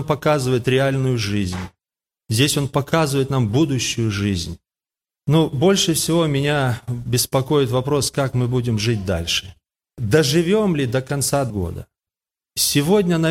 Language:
Russian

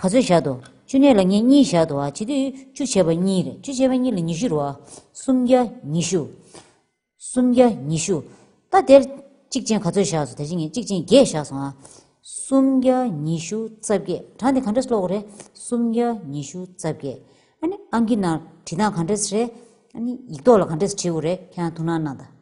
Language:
Tibetan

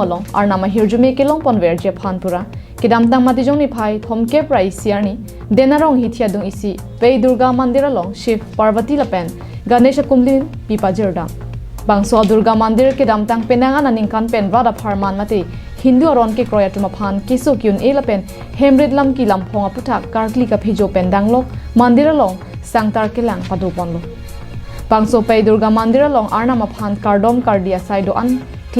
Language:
Karbi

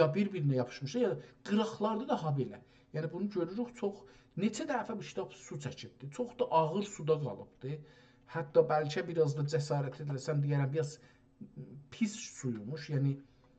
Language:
South Azerbaijani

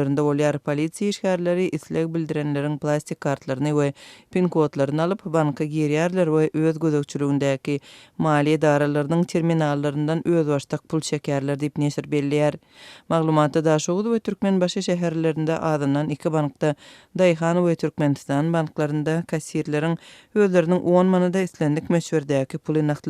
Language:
Turkmen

